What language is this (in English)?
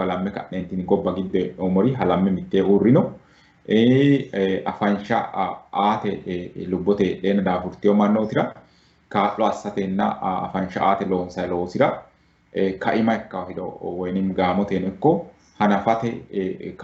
Sidamo